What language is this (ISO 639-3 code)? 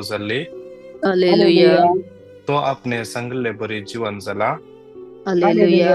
kok